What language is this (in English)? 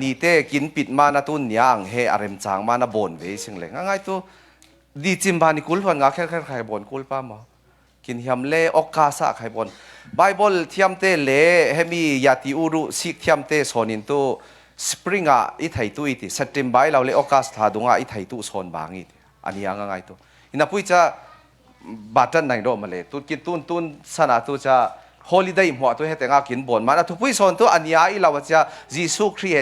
Falam Chin